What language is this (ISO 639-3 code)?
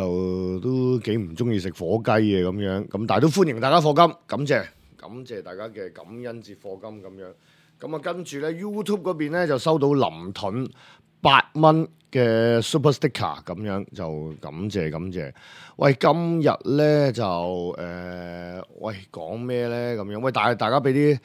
yue